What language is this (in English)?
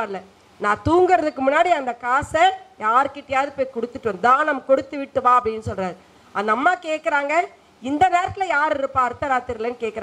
Tamil